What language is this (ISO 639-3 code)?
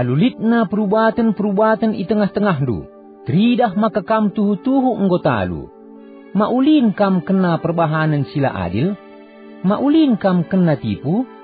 btx